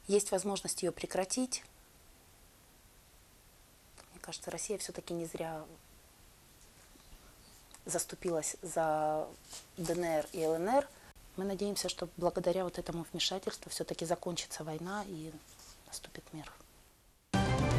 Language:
Russian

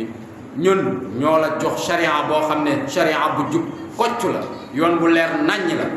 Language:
Wolof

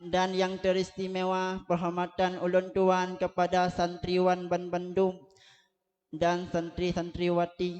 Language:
Achinese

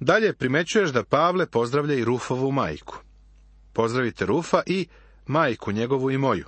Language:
Serbian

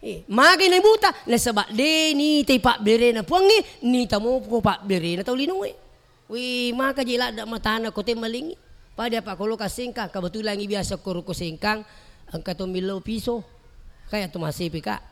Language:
Buginese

